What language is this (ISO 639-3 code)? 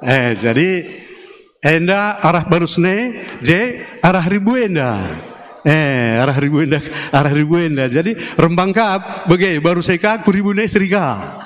btx